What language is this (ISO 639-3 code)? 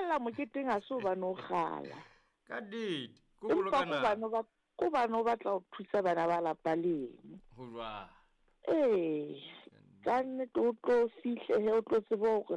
sot